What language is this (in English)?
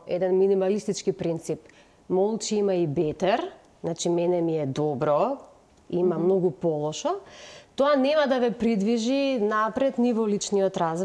Macedonian